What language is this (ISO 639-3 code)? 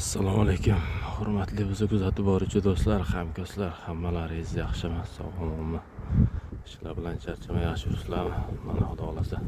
uzb